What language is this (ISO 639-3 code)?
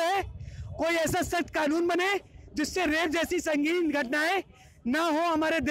hin